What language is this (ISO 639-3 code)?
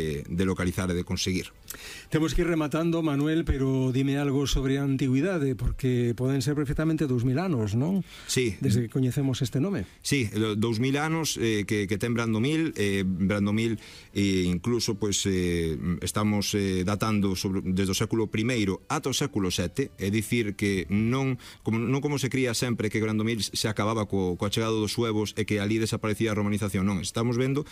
glg